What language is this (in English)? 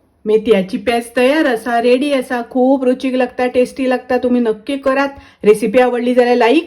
Konkani